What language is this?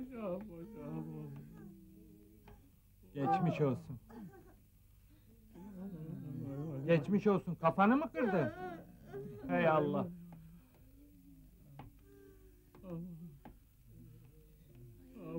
Turkish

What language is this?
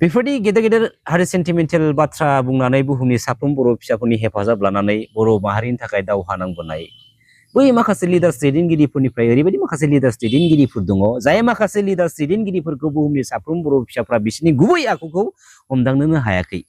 Bodo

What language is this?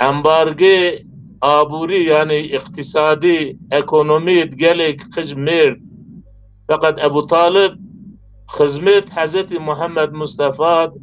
Zaza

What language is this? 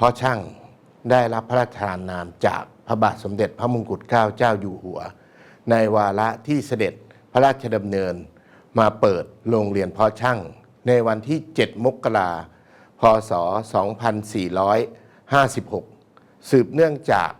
Lao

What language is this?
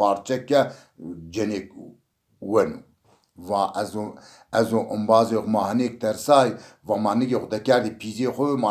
Zaza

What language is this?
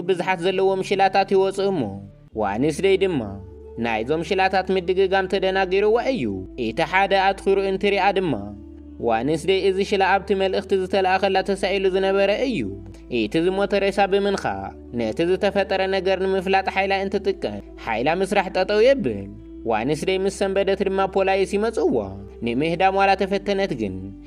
Tigrinya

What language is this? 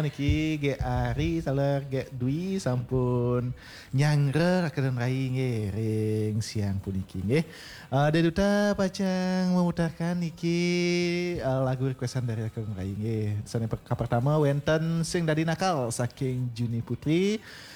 Balinese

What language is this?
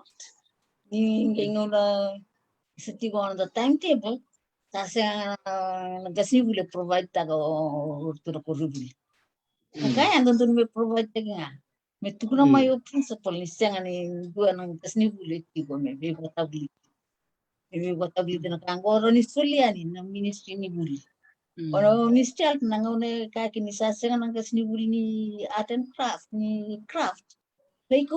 Fijian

